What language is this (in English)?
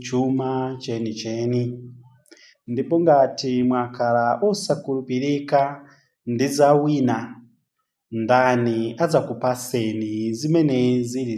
Nyanja